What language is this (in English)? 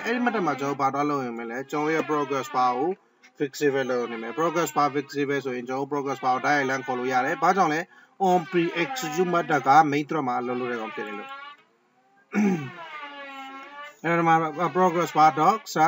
Burmese